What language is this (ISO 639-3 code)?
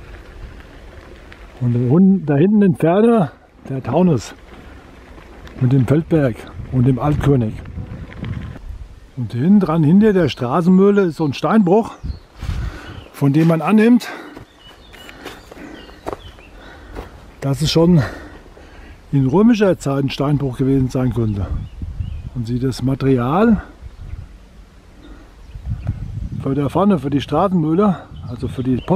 deu